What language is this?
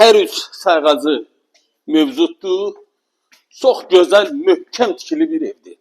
Azerbaijani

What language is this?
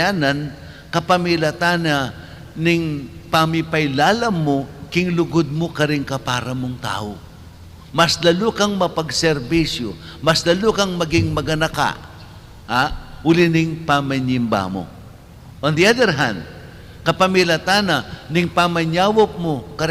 Pampanga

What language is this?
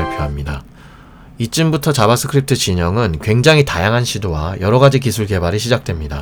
Korean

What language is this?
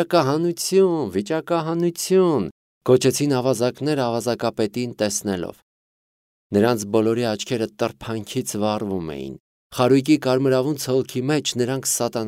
Armenian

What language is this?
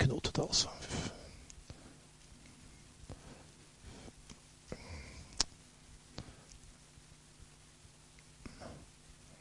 Norwegian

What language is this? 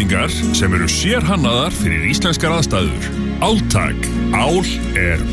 Icelandic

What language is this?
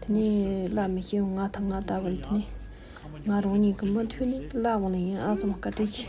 Tibetan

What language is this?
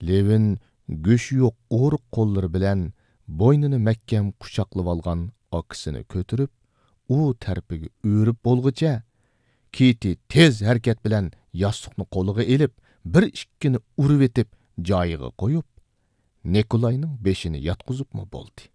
Uyghur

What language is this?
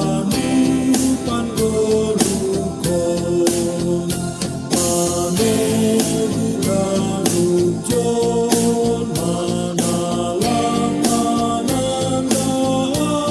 Batak Simalungun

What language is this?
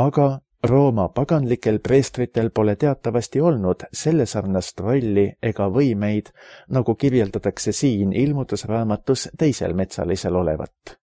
Estonian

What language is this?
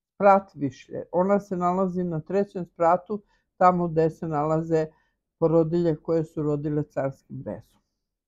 Serbian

